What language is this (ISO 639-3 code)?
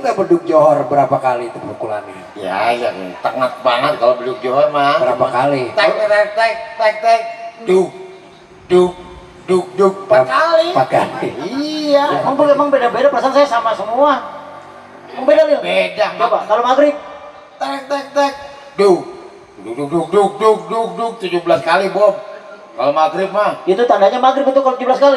bew